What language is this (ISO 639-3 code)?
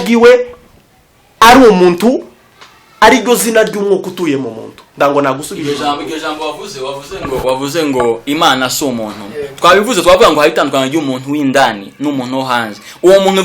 kin